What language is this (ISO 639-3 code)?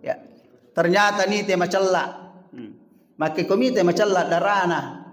bug